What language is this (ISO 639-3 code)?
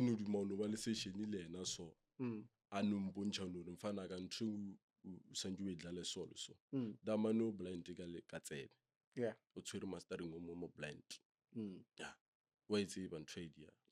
nso